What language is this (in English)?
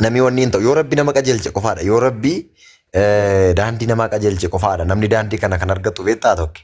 Oromo